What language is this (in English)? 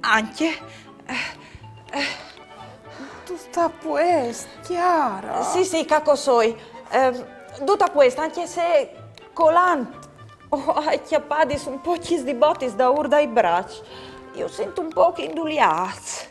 Friulian